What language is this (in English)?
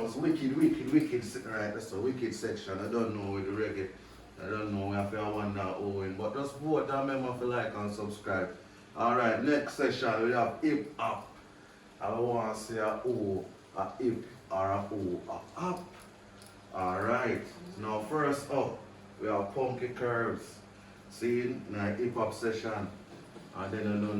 Jamaican Creole English